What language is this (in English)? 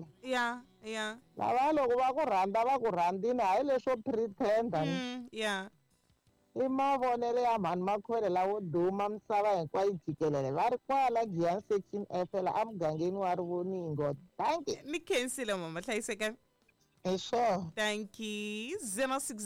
Tsonga